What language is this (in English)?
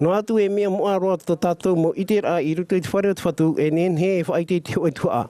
Tahitian